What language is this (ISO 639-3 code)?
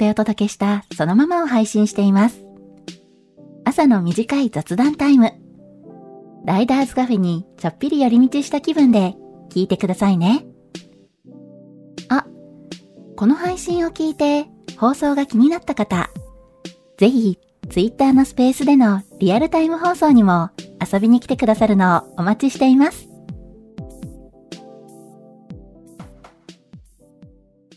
jpn